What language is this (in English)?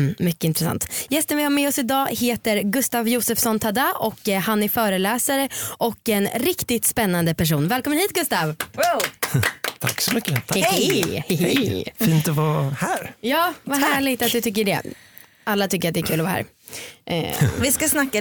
Swedish